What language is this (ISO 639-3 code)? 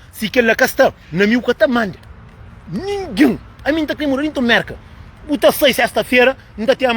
kea